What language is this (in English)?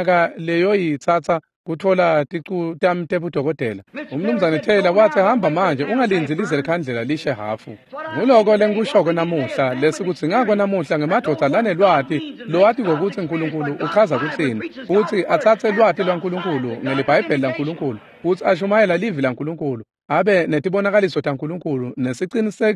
Swati